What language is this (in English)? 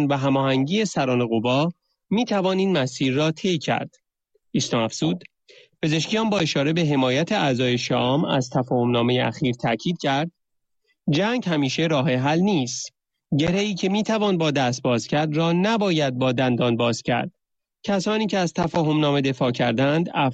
Persian